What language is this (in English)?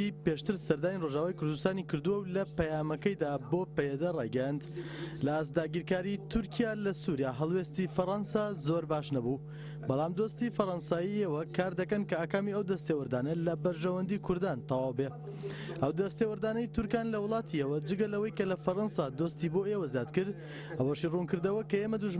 Central Kurdish